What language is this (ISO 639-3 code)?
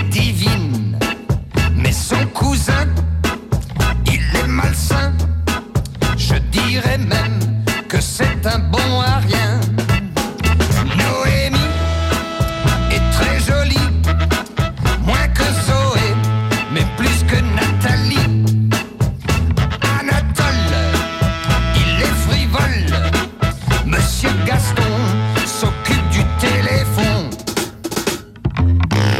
fra